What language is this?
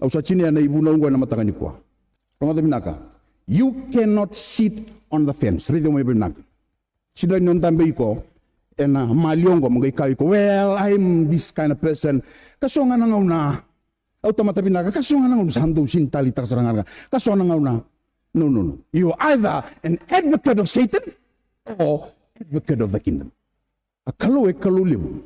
Fijian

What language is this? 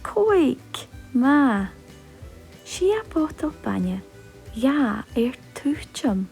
Scottish Gaelic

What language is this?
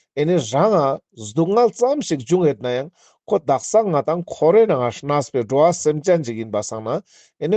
Ladakhi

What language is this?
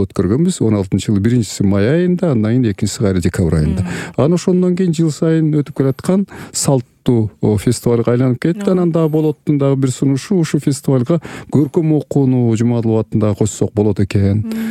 Kyrgyz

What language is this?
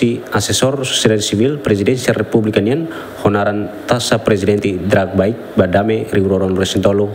Tetum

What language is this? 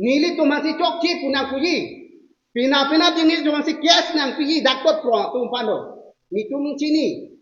Karbi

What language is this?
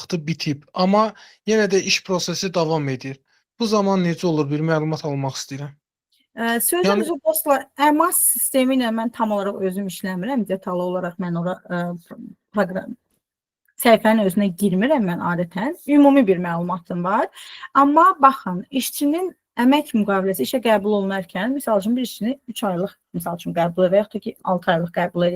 Azerbaijani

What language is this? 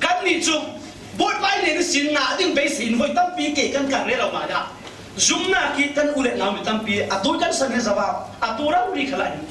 Falam Chin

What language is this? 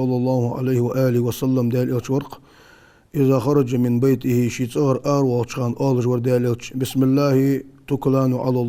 Ingush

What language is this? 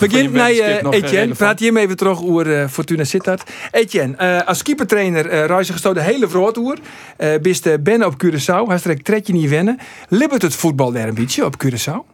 Western Frisian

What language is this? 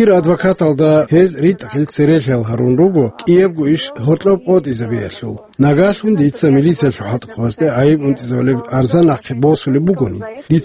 Avaric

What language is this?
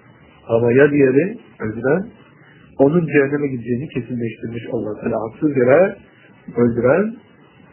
Turkish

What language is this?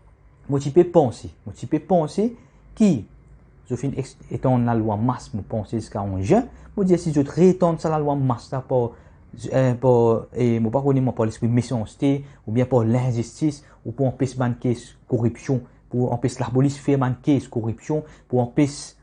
Morisyen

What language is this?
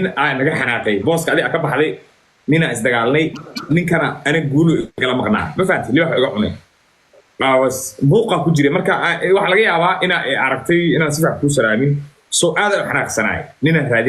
Somali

